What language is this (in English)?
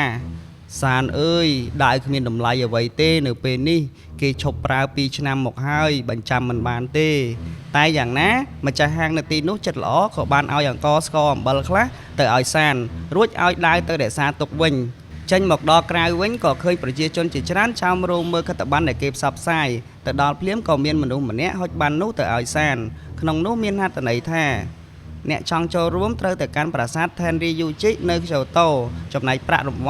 Khmer